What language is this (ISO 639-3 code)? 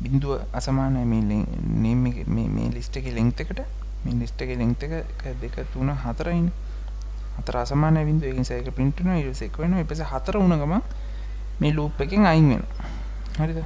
sin